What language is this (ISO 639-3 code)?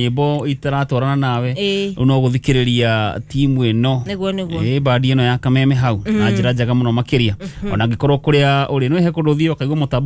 kik